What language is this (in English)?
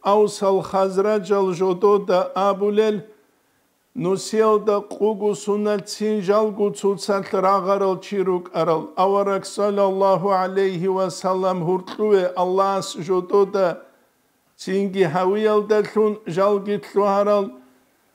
Avaric